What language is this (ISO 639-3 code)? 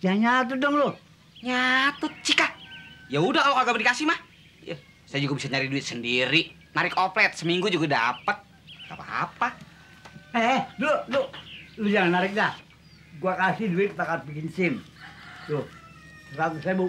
bew